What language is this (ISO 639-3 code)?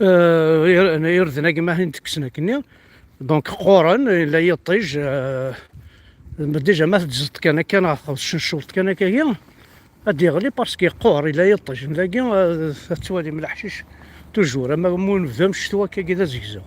kab